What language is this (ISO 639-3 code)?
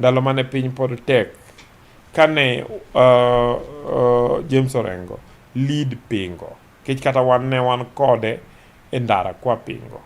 luo